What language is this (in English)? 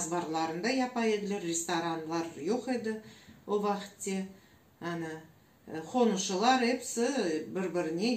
Crimean Tatar